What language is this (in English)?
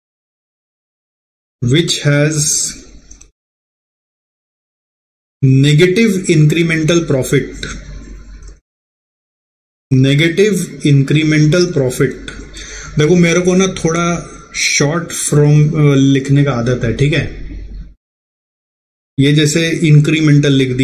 Hindi